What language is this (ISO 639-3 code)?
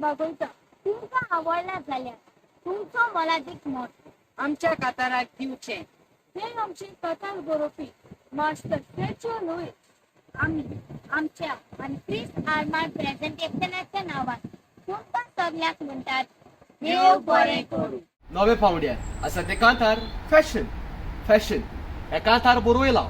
kok